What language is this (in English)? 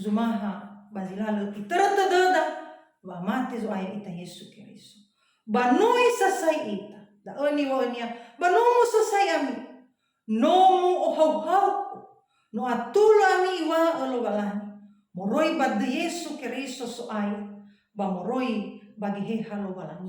Nias